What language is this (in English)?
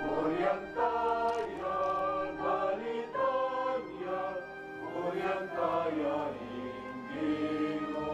Pampanga